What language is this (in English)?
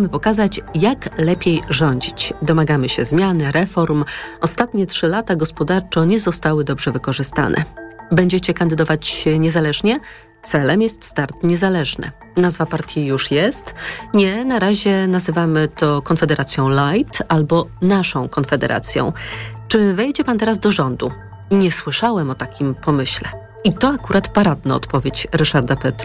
Polish